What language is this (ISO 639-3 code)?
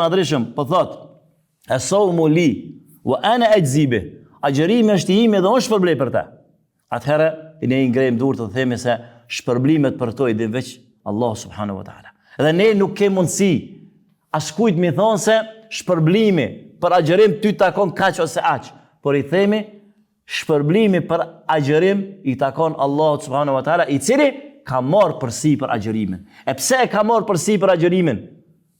sqi